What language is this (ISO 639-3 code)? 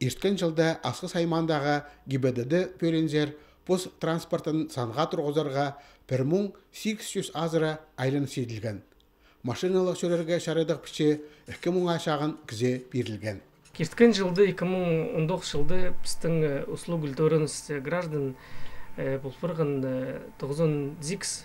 kjh